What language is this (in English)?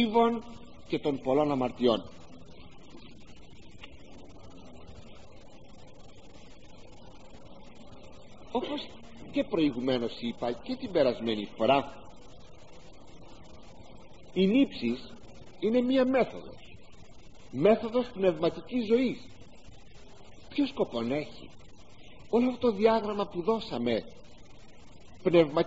Greek